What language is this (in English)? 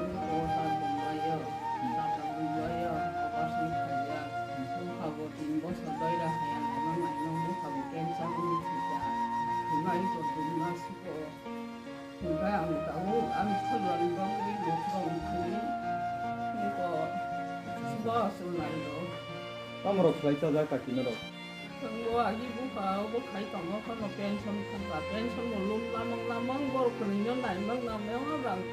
Kok Borok